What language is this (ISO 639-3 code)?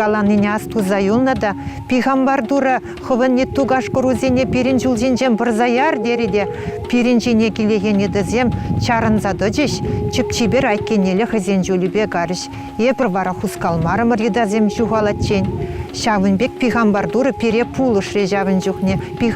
chv